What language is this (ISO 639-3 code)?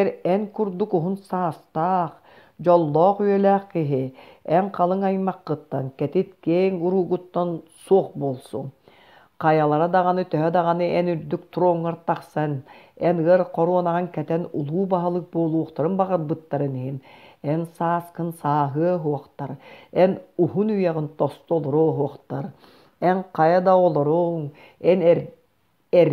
sah